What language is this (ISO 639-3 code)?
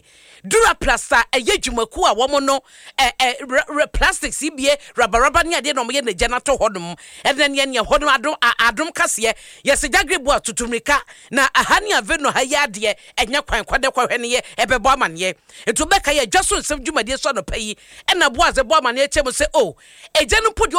aka